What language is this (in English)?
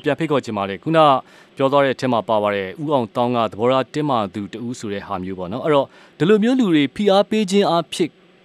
Burmese